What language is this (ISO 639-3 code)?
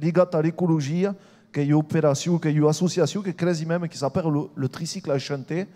oci